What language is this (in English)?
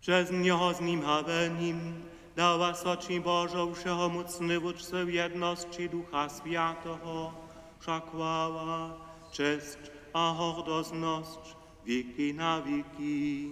Upper Sorbian